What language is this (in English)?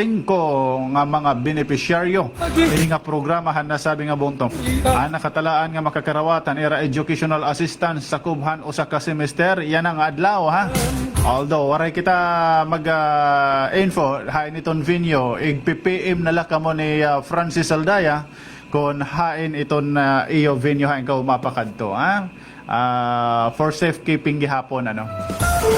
Waray